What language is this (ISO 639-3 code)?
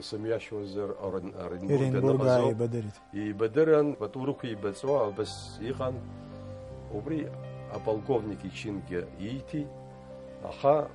abk